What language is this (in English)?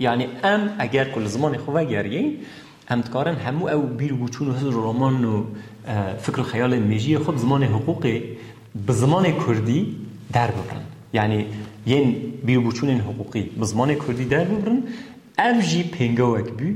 Kurdish